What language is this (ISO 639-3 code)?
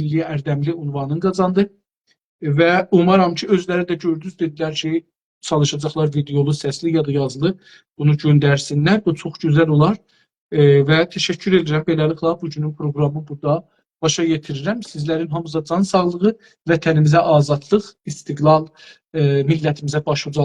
azb